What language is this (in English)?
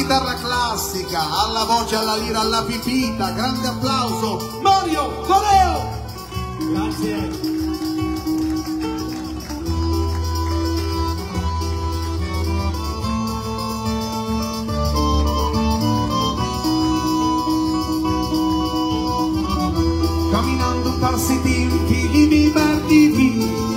Italian